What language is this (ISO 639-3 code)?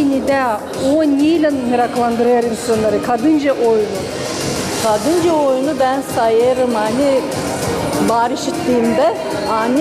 gag